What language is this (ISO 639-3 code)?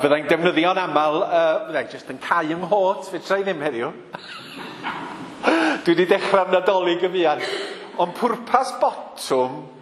cym